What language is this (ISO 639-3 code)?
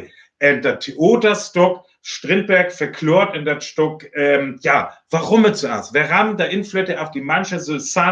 frr